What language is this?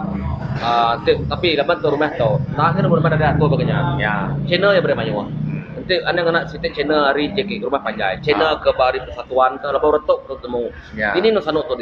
Iban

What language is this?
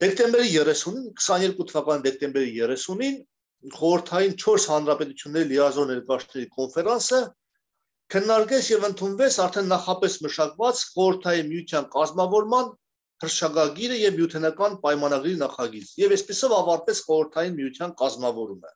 Armenian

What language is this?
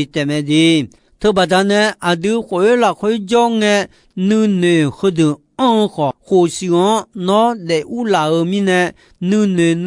Akha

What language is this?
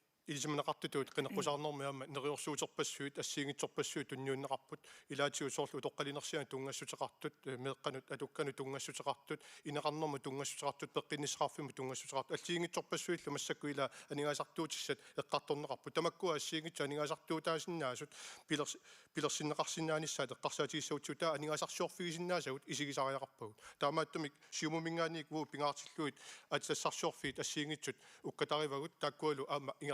Kalaallisut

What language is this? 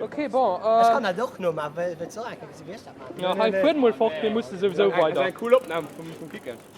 Luxembourgish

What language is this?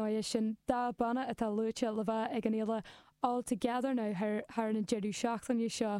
Irish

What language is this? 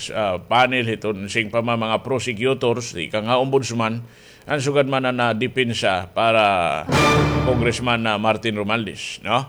Waray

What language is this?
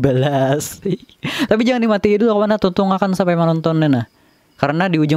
Banjar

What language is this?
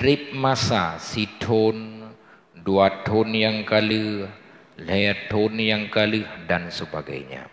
Achinese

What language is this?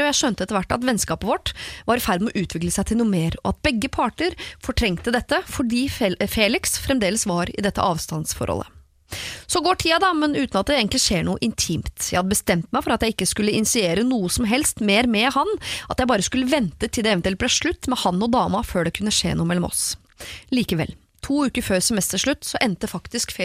Norwegian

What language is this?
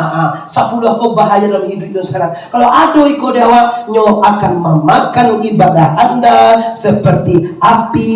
Minangkabau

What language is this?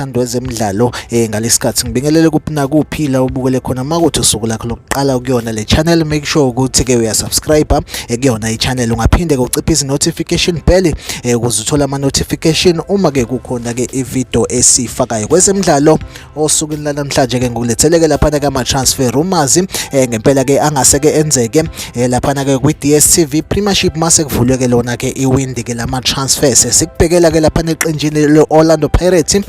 Zulu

